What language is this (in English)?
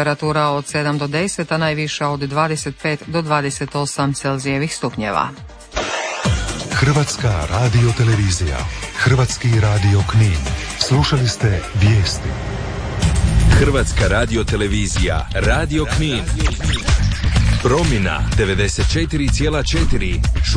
Croatian